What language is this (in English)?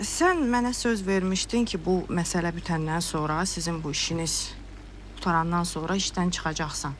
Azerbaijani